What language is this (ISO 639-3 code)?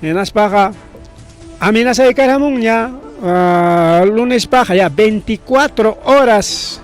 quy